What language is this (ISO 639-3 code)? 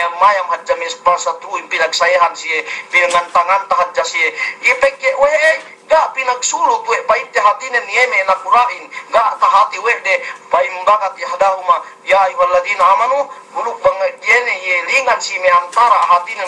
yka